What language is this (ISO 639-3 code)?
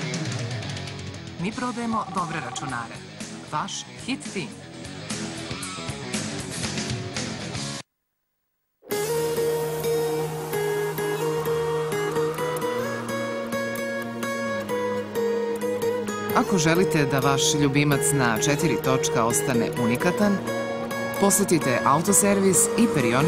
srp